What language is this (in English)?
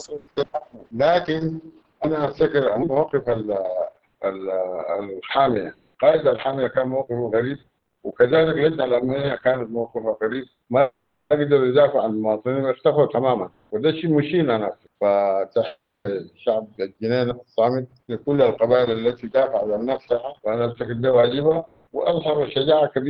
Sudanese Arabic